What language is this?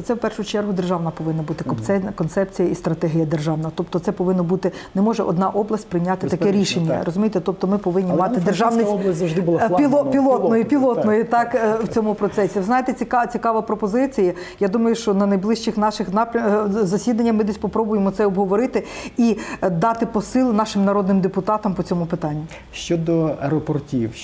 Ukrainian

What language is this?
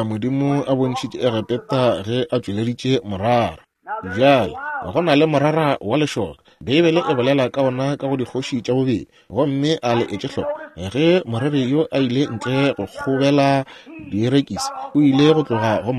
Northern Sotho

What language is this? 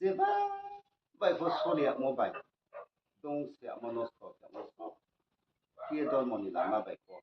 Riang (India)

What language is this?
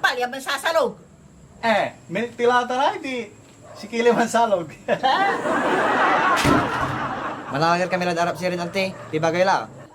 Pangasinan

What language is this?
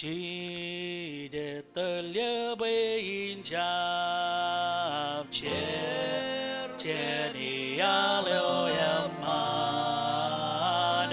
Marshallese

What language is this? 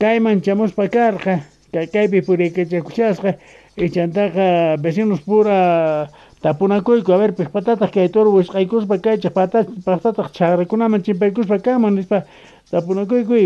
South Bolivian Quechua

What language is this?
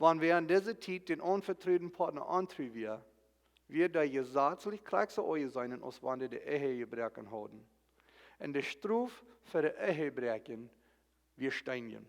Plautdietsch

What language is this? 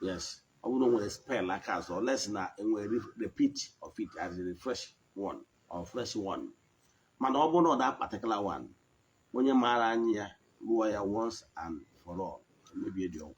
Igbo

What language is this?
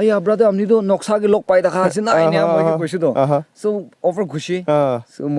Naga Pidgin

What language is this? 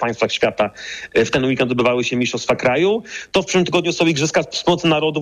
Polish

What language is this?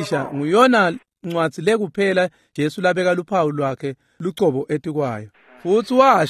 Swati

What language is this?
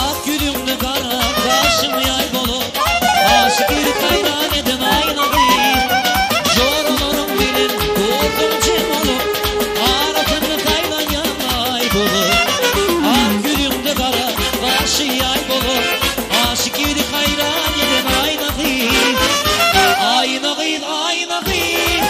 Turkmen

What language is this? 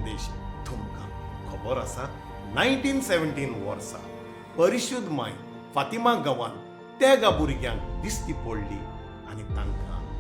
Konkani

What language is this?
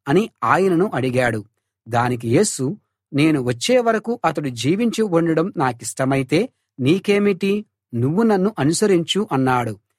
Telugu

